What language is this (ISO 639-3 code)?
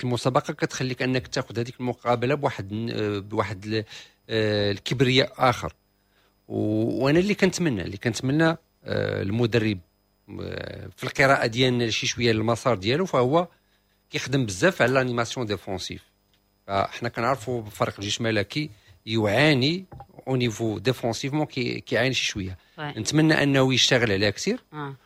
ary